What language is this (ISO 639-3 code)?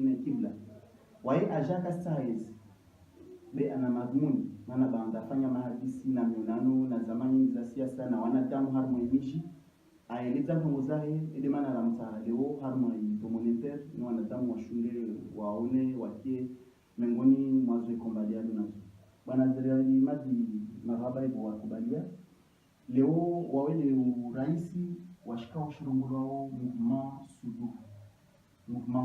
zdj